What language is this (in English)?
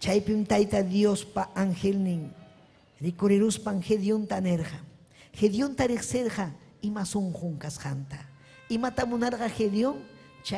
Ayacucho Quechua